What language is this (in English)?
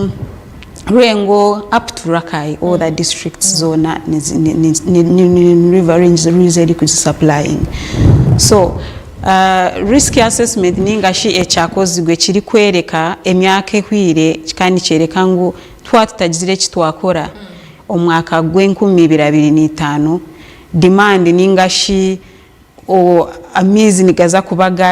Nyankole